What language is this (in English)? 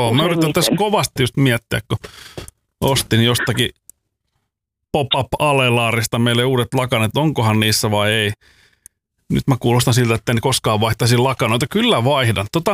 Finnish